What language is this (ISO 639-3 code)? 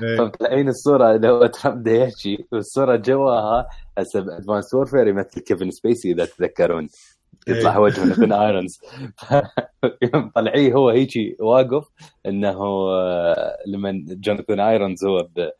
acm